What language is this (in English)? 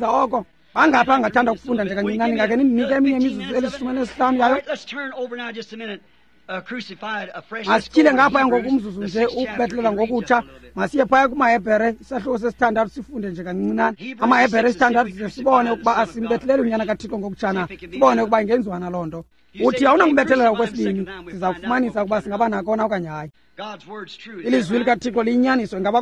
Xhosa